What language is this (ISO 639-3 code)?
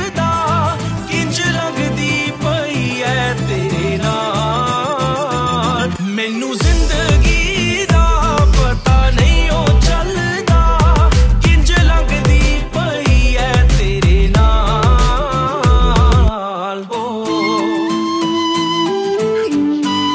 pan